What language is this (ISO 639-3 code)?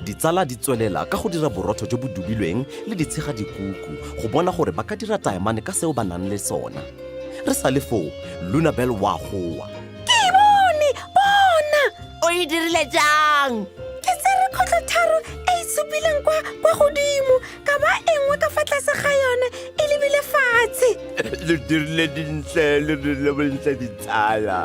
tsn